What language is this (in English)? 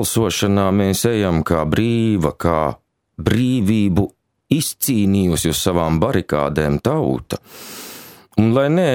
Latvian